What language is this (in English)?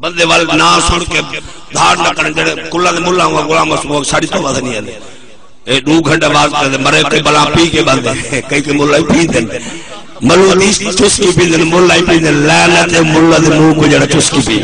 Saraiki